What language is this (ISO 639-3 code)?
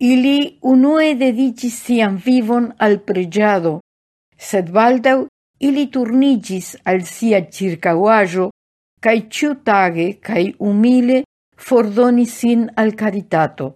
epo